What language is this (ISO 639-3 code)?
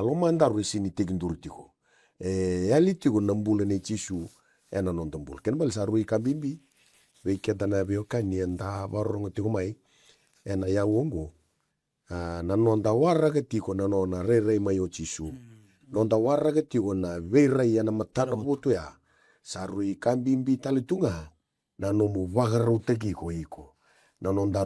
fij